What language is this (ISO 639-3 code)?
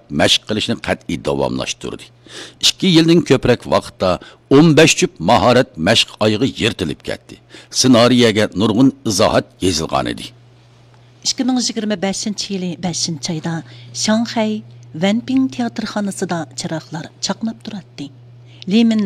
uig